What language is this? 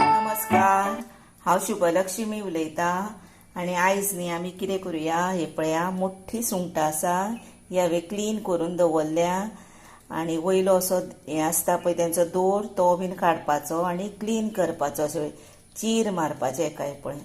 Konkani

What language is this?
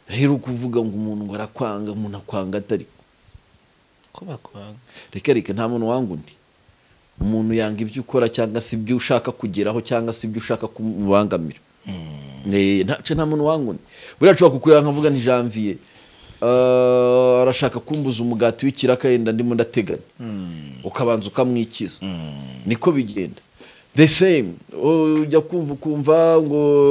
Kinyarwanda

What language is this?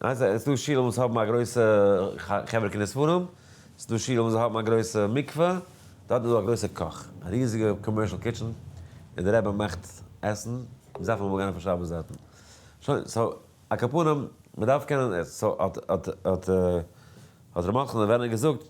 Yiddish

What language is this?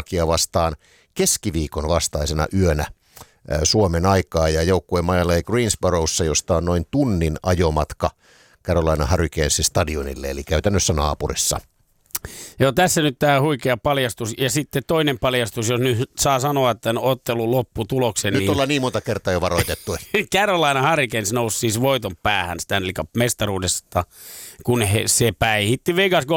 Finnish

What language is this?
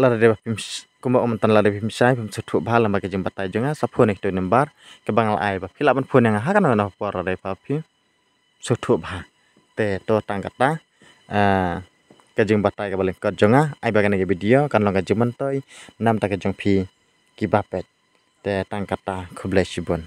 Khasi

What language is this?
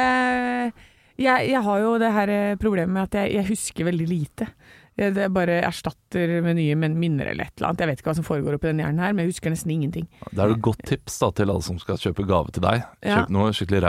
Norwegian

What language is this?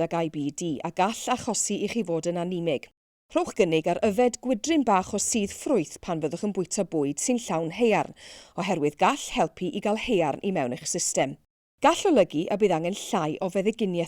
Welsh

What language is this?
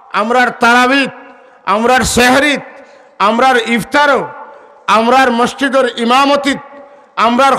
Sylheti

